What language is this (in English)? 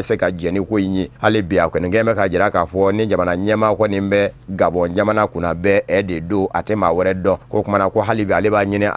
Bambara